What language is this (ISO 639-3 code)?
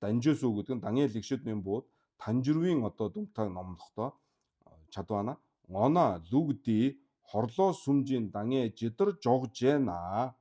mon